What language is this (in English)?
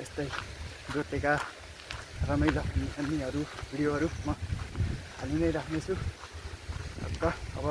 Nepali